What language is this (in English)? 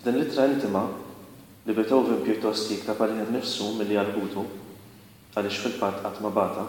Maltese